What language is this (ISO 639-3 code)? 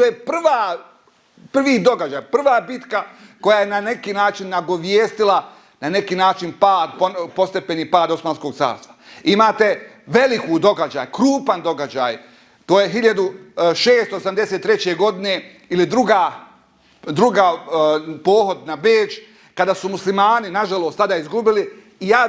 bos